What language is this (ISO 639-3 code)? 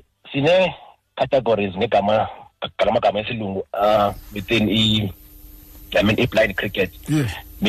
xho